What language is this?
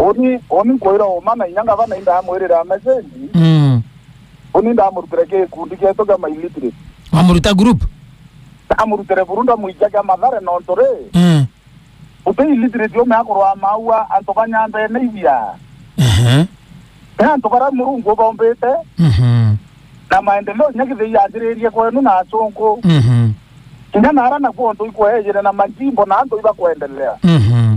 Meru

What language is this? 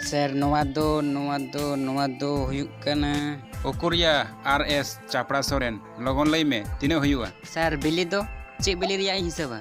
Santali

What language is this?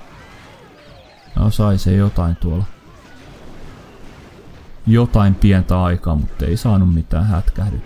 Finnish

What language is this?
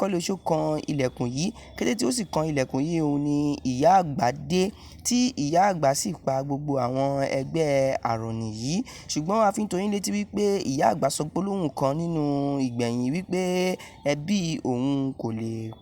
Yoruba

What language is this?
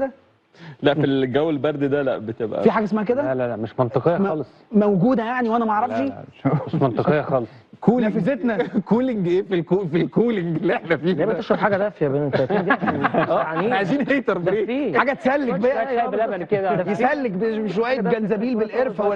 Egyptian Arabic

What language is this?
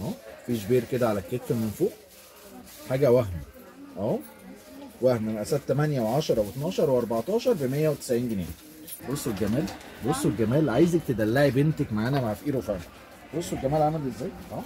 Egyptian Arabic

